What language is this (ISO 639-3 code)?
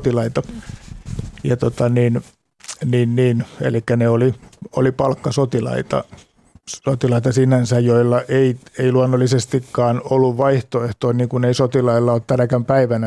fin